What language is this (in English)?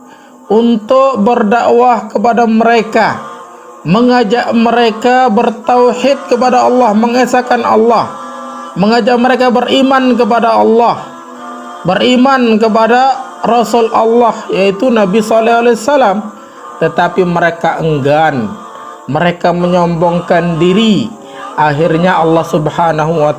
Sasak